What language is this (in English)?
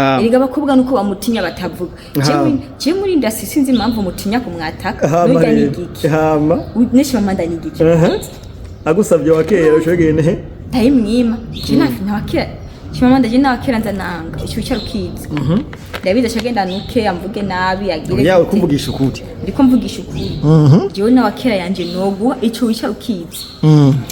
Rundi